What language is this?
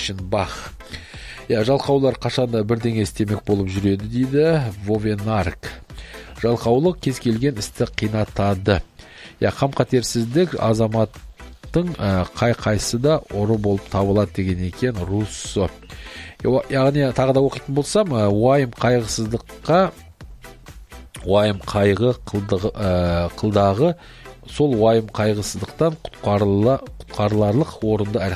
Kazakh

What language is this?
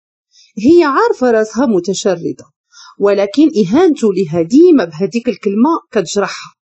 Moroccan Arabic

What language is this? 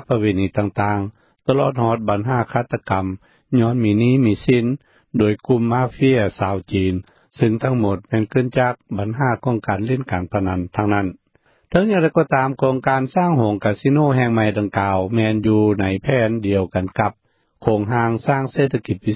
Lao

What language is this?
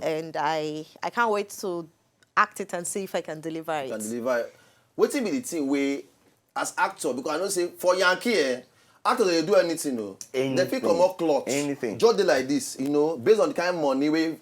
Nigerian Pidgin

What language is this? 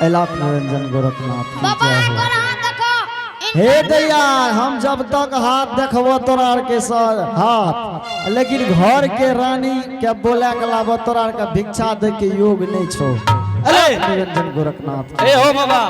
Angika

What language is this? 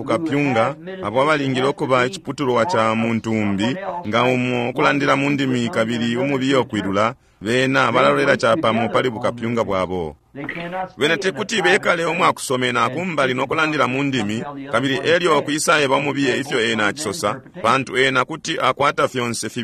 Bemba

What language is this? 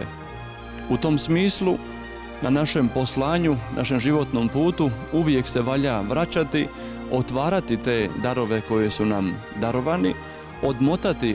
Croatian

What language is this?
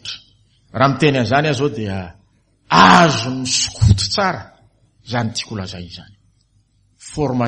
Malagasy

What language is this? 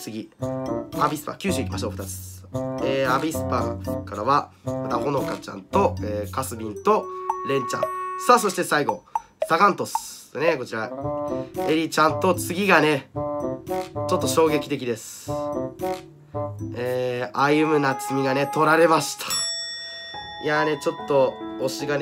Japanese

